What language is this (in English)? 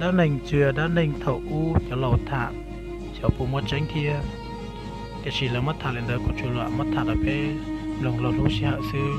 Hmong